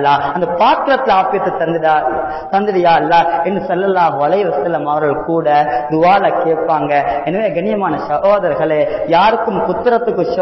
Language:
Tamil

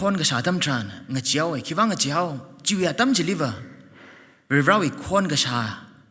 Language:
Tangkhul Naga (India)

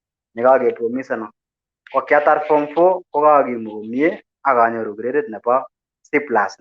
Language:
Kalenjin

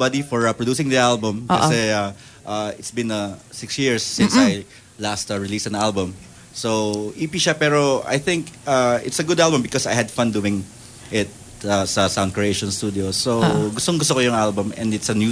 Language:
Filipino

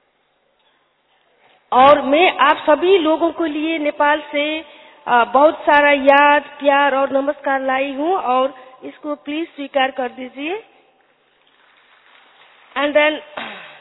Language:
Hindi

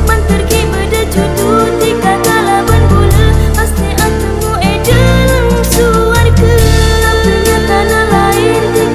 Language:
Madurese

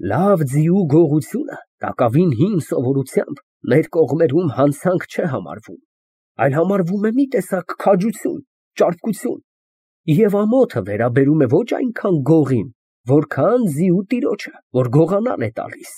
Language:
Armenian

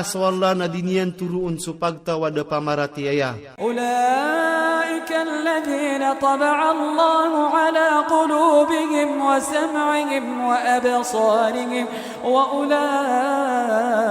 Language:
Maranao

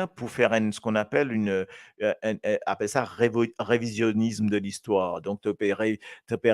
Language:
Morisyen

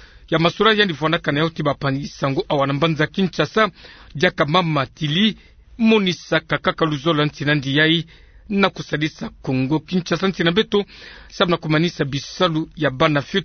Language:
Kituba (Democratic Republic of Congo)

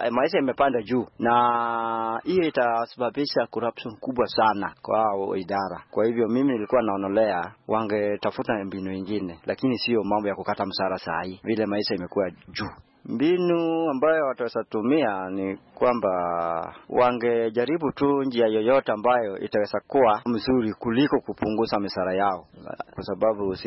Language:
Swahili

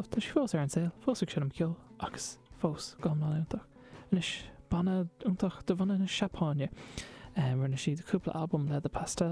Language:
Irish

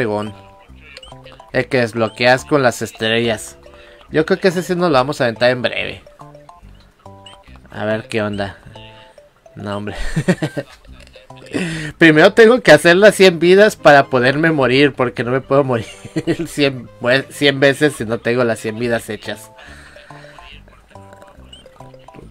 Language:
Spanish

